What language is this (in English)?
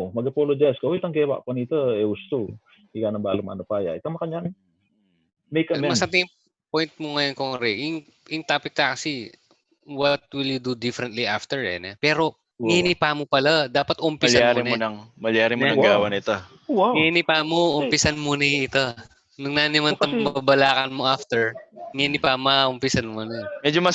Pampanga